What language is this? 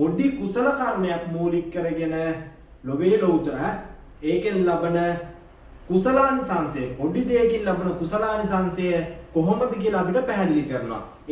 Sinhala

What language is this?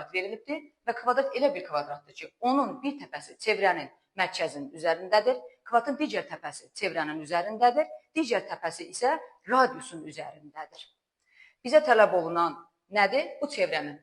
Azerbaijani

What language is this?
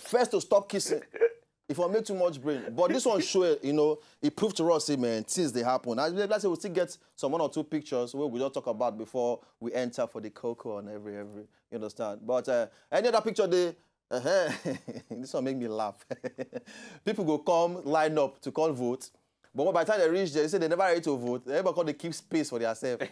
Nigerian Pidgin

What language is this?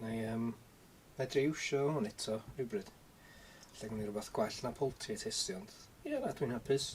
Welsh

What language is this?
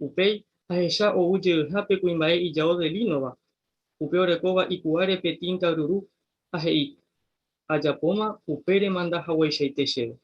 Guarani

